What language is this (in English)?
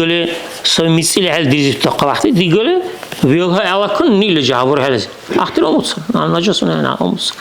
Dargwa